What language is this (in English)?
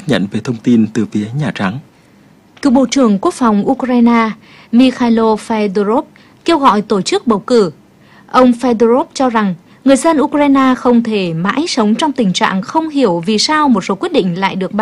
Vietnamese